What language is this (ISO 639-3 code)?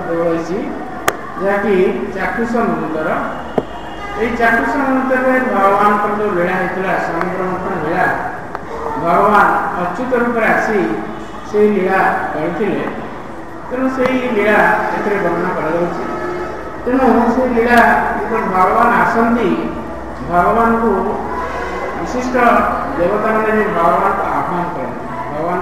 ori